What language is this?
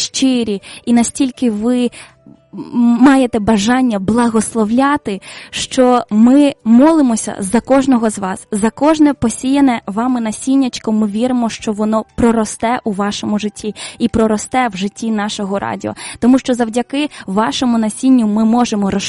Ukrainian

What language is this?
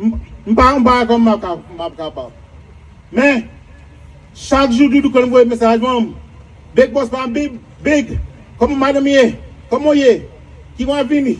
Haitian Creole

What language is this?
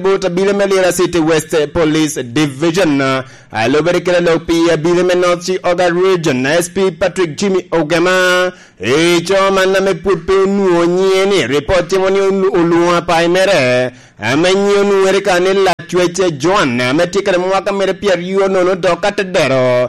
Lango (Uganda)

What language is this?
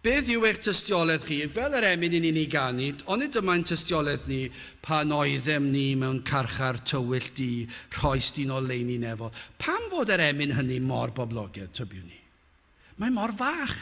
Welsh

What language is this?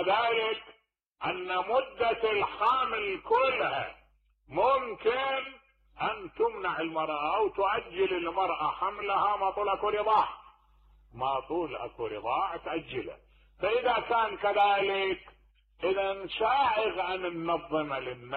Mesopotamian Arabic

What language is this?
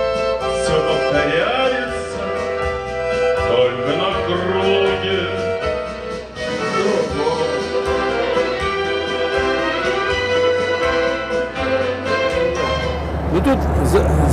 Russian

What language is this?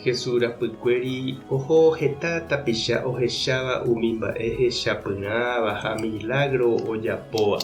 Guarani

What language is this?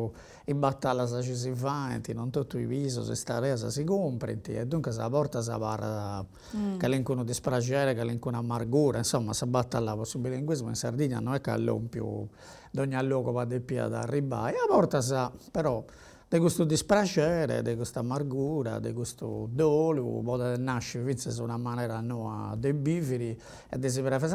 Sardinian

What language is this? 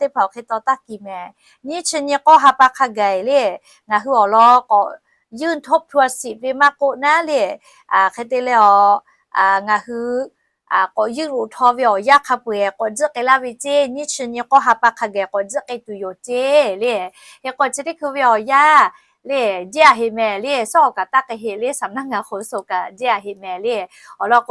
Lahu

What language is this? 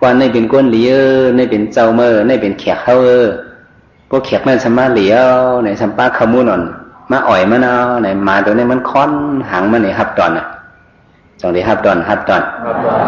Shan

